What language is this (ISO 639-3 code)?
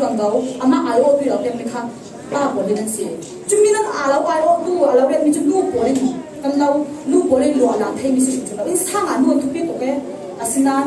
cfm